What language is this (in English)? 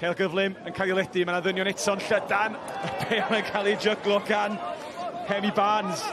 Welsh